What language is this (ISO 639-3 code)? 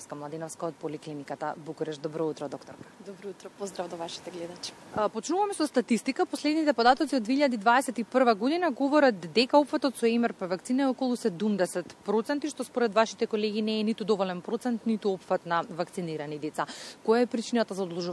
mkd